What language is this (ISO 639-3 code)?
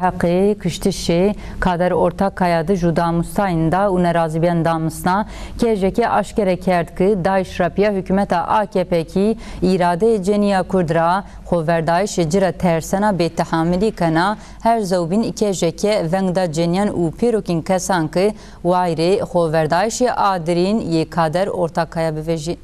zza